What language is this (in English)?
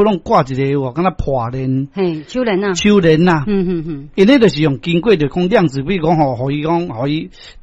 Min Nan Chinese